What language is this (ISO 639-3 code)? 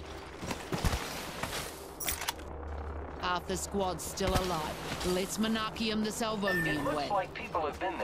eng